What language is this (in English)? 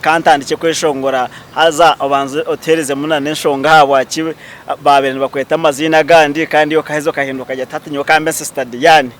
Nyankole